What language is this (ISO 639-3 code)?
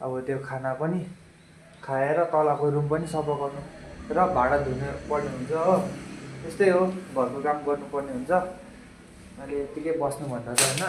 nep